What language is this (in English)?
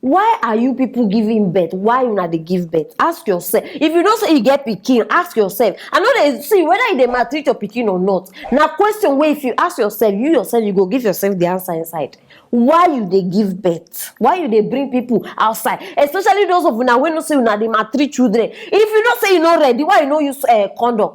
Nigerian Pidgin